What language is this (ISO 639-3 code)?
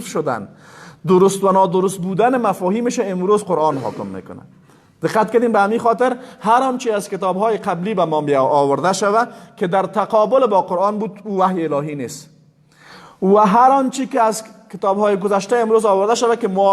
fas